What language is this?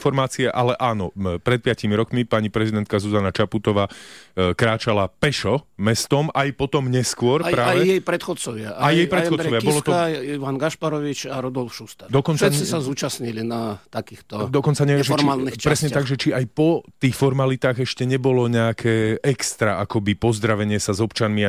Slovak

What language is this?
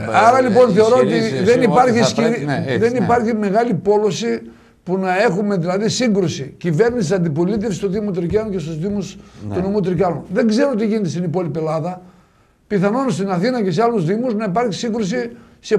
Greek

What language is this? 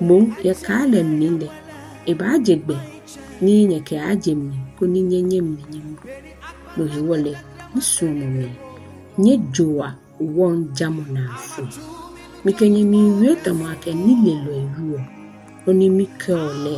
Ga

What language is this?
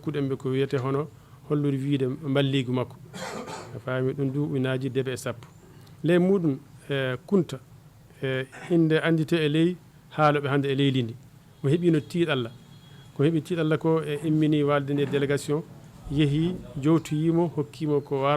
Fula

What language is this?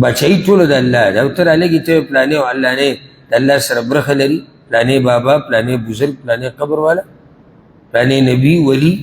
Pashto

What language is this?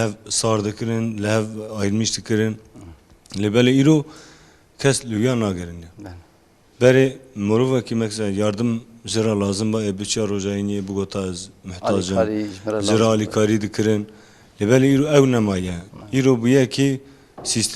Kurdish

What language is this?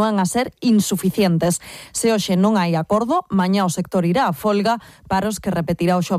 Galician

